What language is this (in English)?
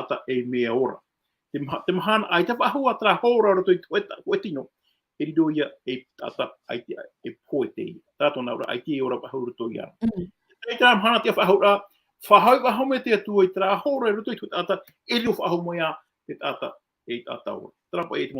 Tahitian